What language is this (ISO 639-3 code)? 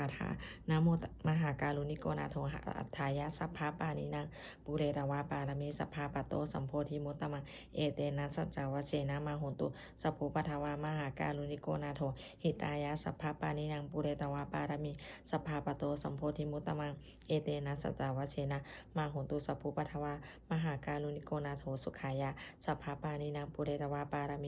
pli